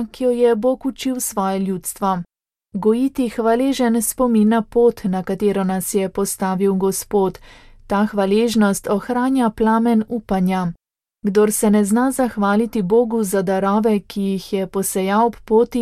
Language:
Slovenian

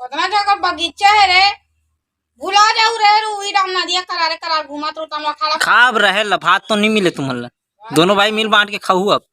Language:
Chhattisgarhi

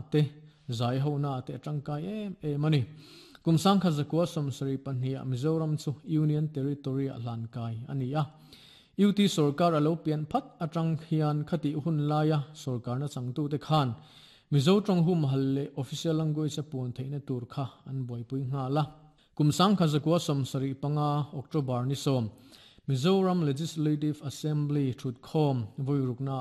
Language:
Mizo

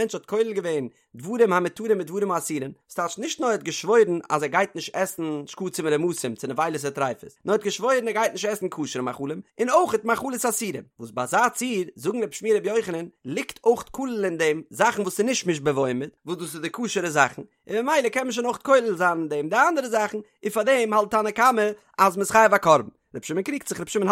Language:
Yiddish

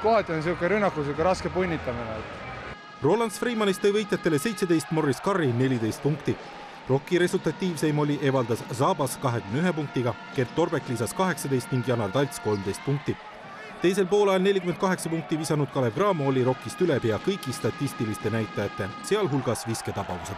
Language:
Estonian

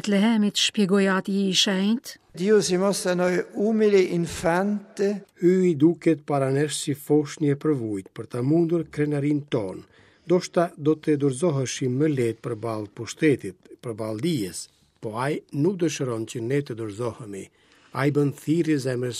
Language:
Albanian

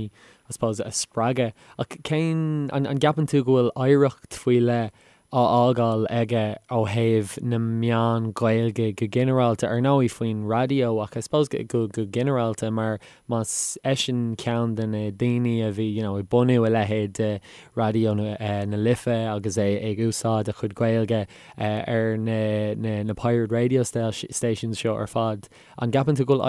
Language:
Irish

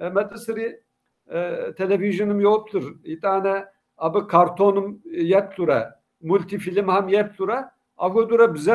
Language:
Kabardian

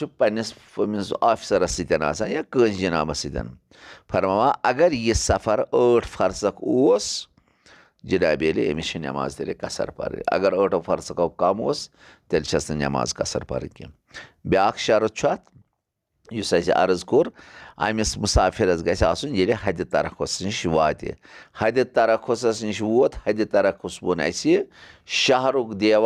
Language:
Kashmiri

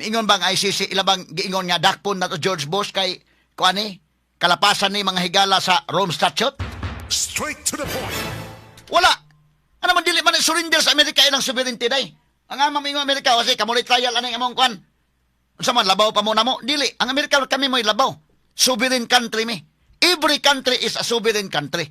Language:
Cebuano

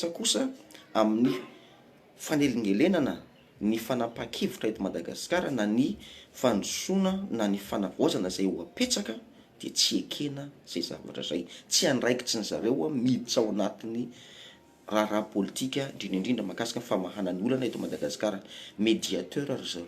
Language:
Malagasy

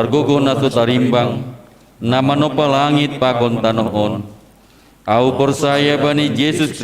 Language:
Batak Simalungun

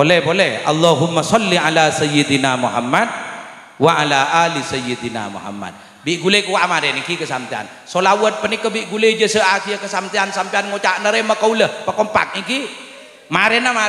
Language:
Madurese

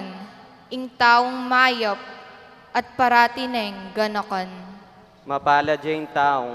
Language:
Pampanga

